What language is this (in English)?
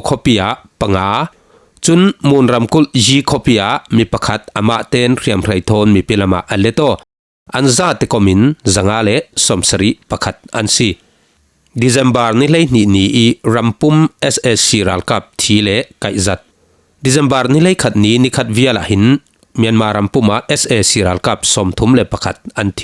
Falam Chin